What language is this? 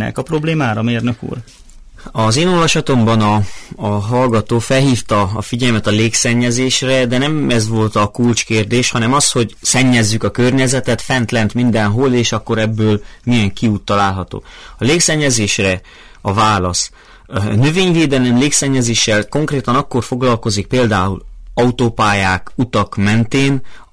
Hungarian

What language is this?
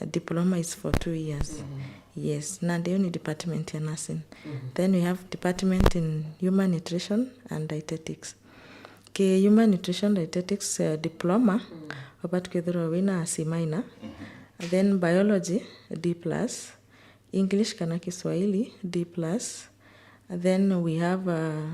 Meru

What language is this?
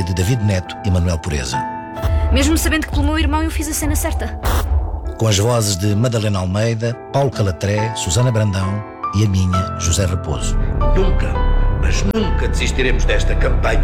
Portuguese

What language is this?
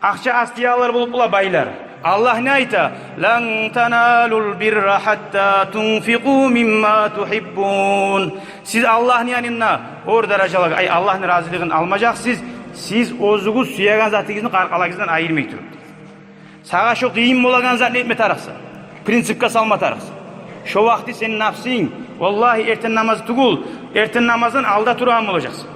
Kumyk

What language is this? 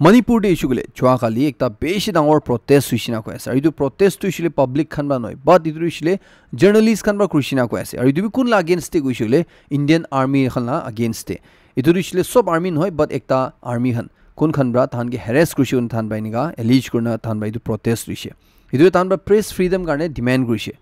Naga Pidgin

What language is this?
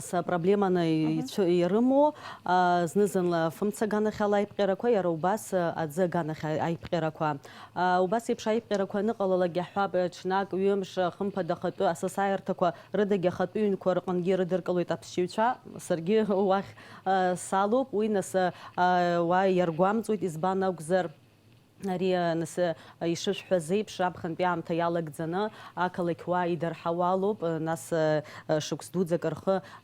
Abkhazian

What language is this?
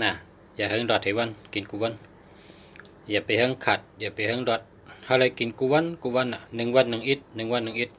Shan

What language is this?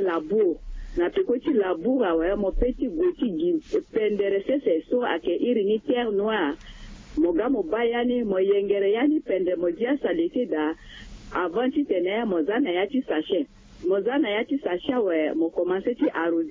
Sango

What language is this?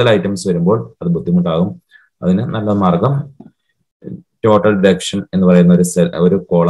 Malayalam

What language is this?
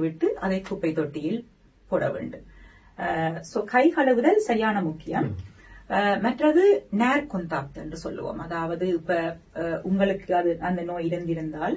Tamil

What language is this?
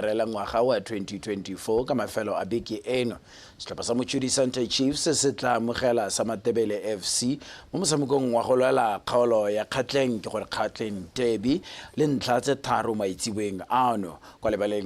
Tswana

